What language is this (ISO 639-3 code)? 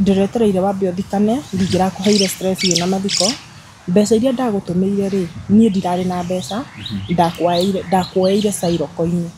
kik